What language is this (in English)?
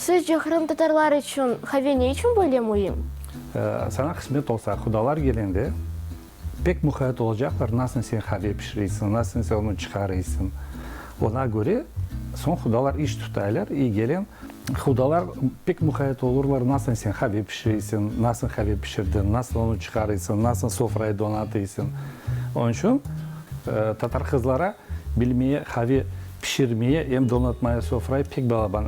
Crimean Tatar